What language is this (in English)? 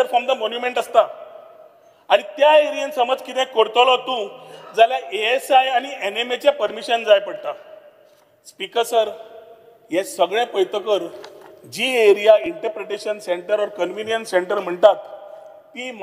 Konkani